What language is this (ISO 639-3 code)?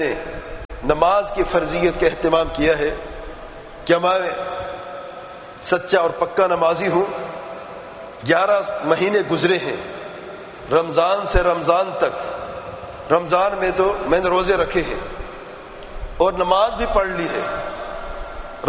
urd